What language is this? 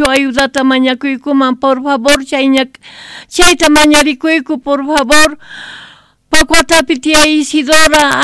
South Bolivian Quechua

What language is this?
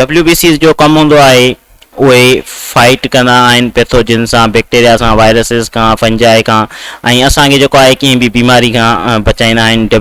Sindhi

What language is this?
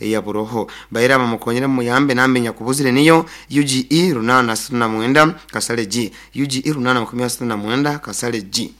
Nyoro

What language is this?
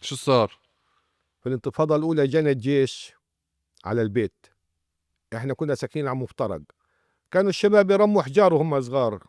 North Levantine Arabic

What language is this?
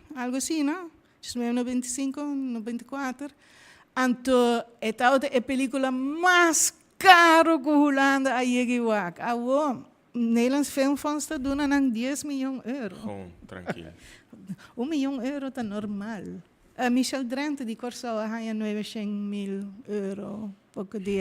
Papiamento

